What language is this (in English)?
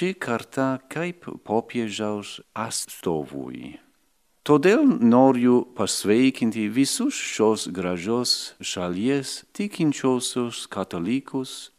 Lithuanian